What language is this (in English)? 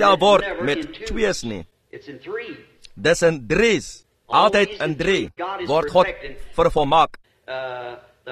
Afrikaans